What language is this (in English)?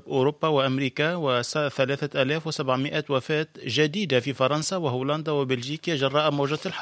Tunisian Arabic